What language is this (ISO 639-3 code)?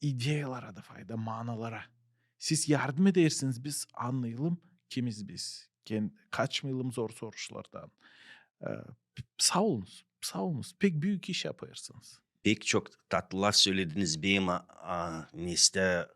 gag